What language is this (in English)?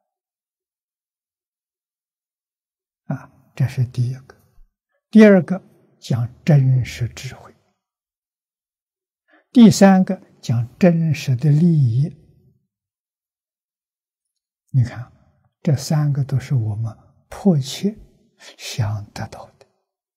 Chinese